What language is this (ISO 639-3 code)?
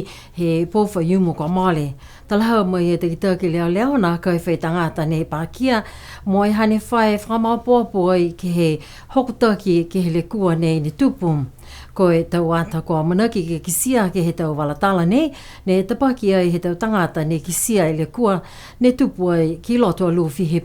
niu